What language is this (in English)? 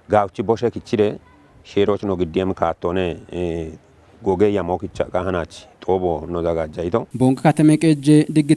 Kafa